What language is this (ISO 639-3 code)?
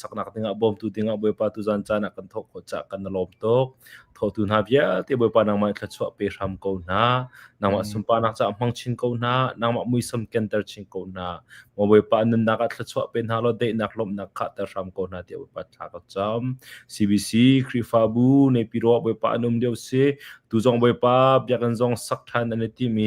cnh